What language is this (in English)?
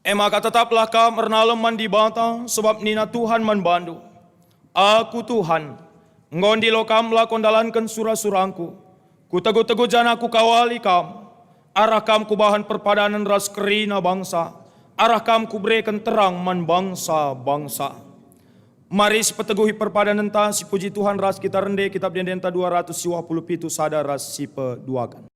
Batak Karo